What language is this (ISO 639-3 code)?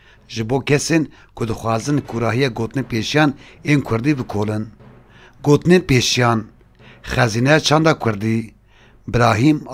kur